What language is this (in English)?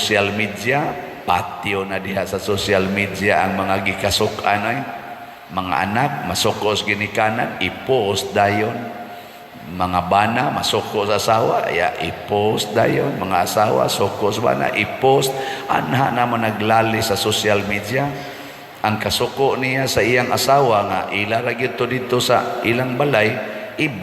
Cebuano